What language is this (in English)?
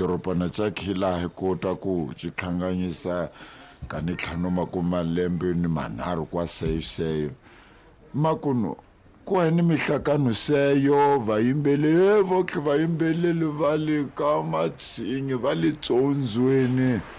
Tsonga